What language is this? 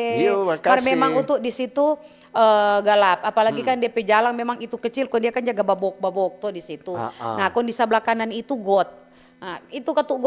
Manado Malay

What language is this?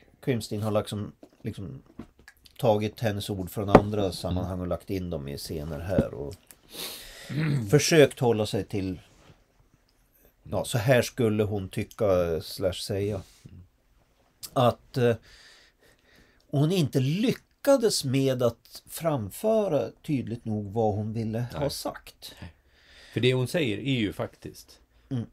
Swedish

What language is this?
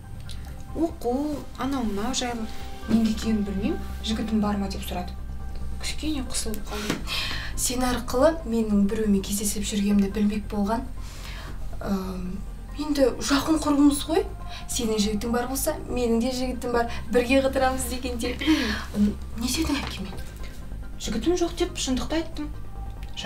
Kazakh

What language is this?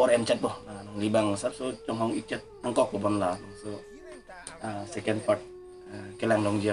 Karbi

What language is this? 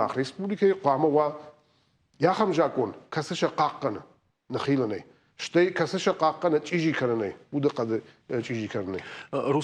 Ossetic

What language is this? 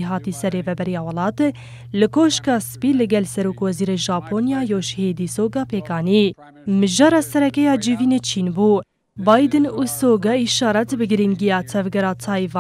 Kurdish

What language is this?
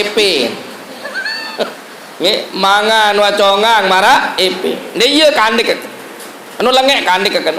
Sasak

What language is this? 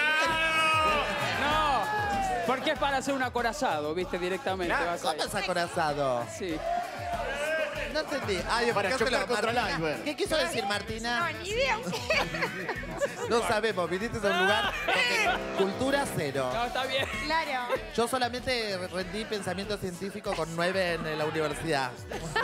Spanish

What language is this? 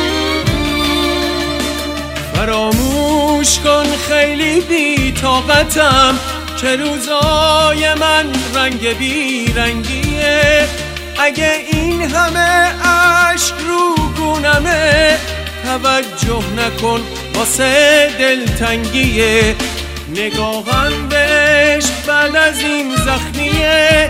Persian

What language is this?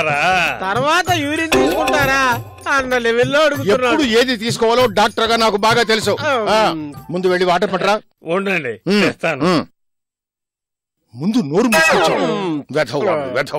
Telugu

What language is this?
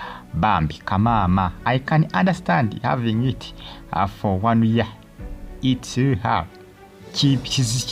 Ganda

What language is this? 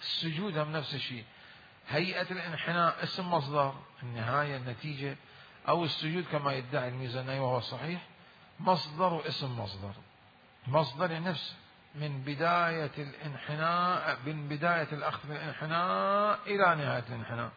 Mesopotamian Arabic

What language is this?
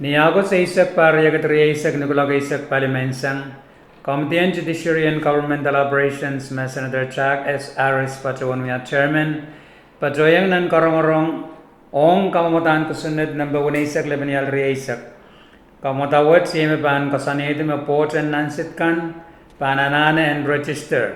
Pohnpeian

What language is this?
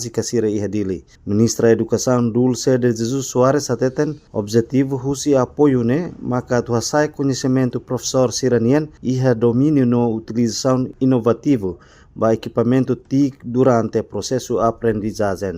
Tetum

